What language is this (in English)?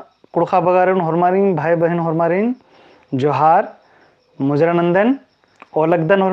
Kurukh